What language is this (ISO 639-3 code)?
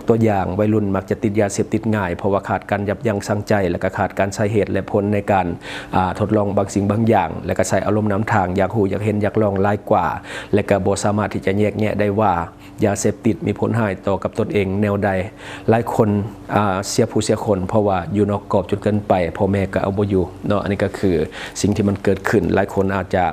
lao